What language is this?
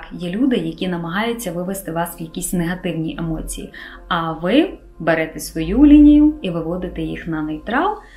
Ukrainian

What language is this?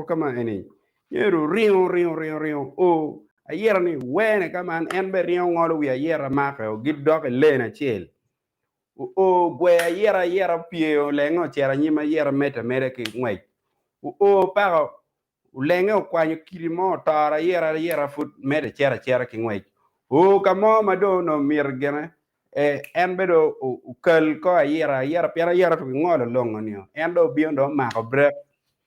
Acoli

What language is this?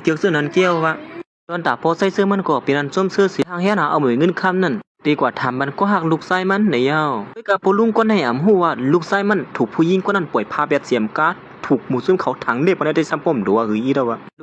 Shan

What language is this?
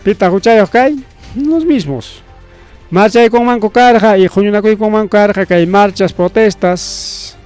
Ayacucho Quechua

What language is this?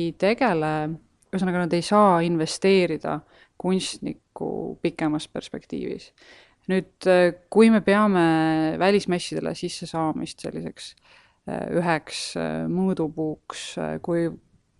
Estonian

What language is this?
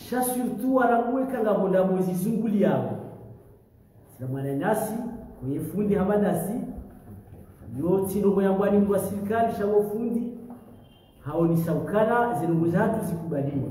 Swahili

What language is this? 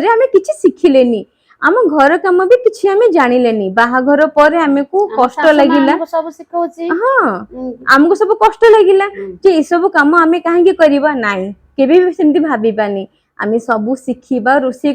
Odia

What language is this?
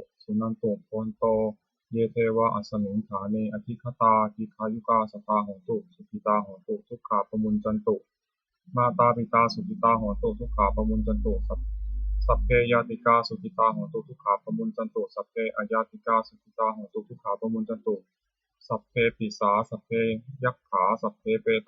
Pali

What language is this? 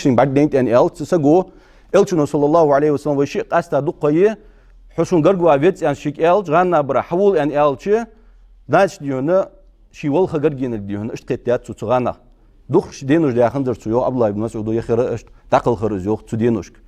Ingush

